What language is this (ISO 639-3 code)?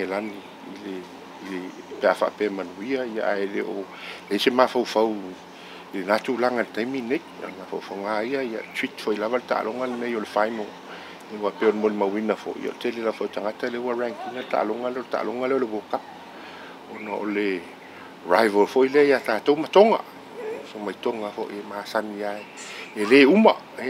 smo